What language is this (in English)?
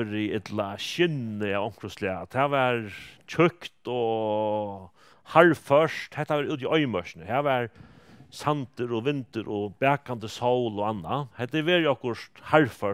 Faroese